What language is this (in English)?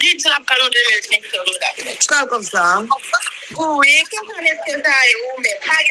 Haitian Creole